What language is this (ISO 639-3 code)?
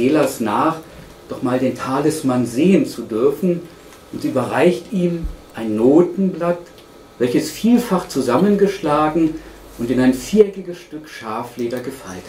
deu